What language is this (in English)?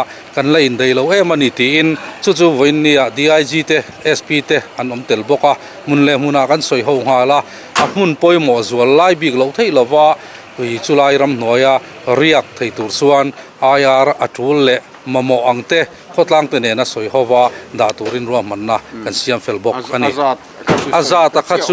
Mizo